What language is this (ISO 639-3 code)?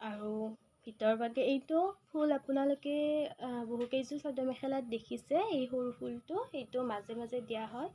asm